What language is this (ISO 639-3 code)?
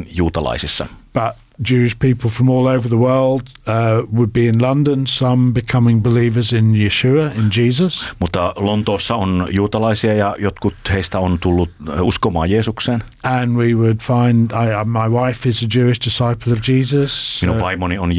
fin